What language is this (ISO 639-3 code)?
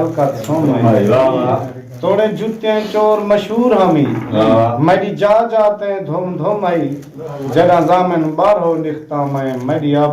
skr